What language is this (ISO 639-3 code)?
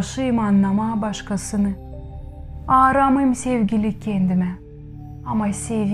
gag